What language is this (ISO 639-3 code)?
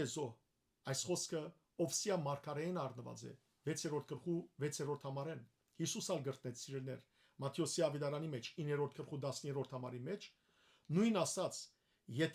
hyw